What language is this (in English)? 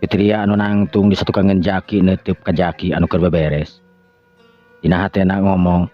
Sundanese